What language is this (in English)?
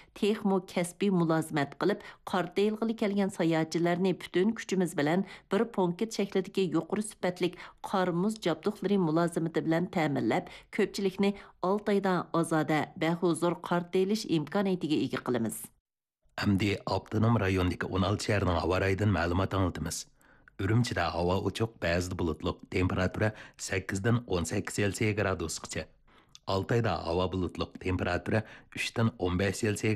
Uyghur